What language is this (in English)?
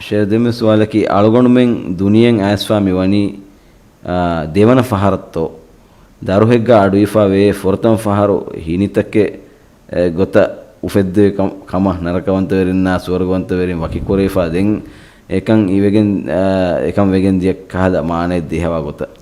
Divehi